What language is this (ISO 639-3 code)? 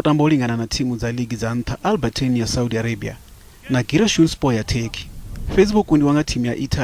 ven